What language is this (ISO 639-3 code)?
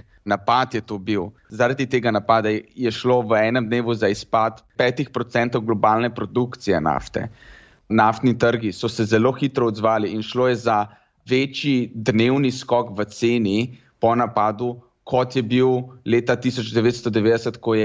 slv